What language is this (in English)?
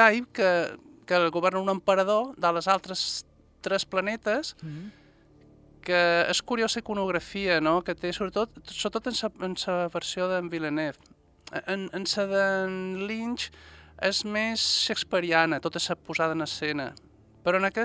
Catalan